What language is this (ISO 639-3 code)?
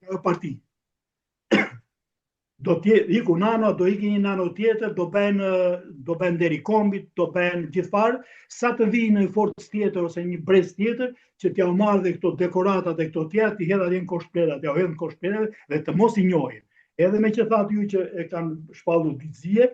sqi